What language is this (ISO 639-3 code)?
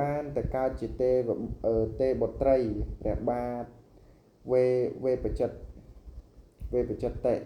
khm